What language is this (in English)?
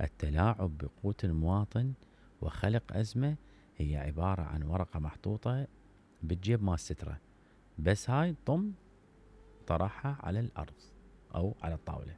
Mesopotamian Arabic